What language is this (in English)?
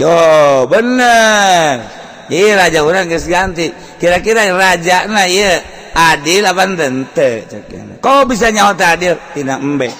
Sundanese